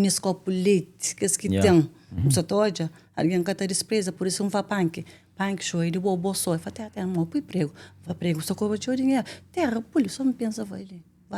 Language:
Kabuverdianu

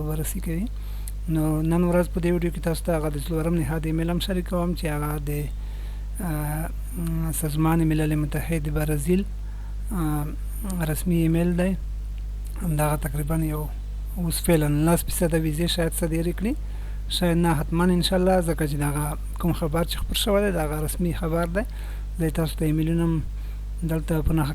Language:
Pashto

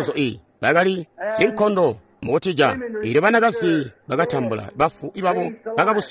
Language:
Tonga (Zambia)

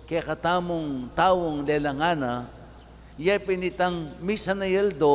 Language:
Pampanga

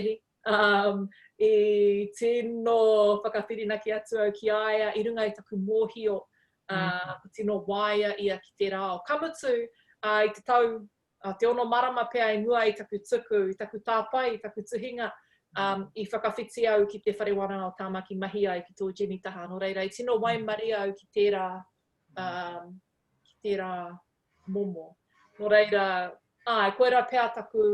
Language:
Māori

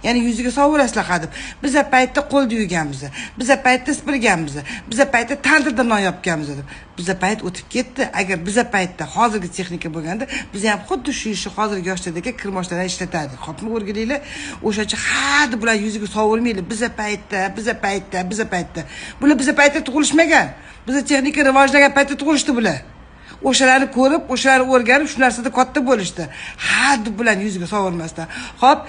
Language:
Uzbek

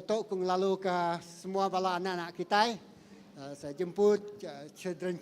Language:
Iban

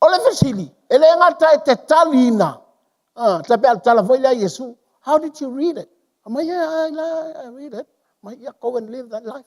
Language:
Samoan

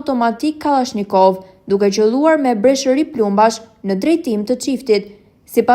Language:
Albanian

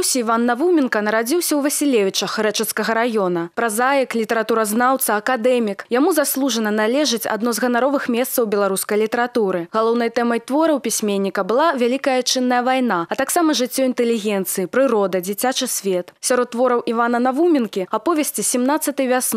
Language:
Belarusian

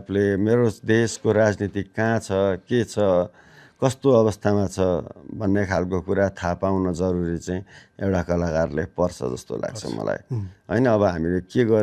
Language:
Nepali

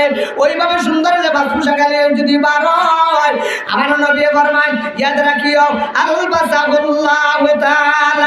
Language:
Sylheti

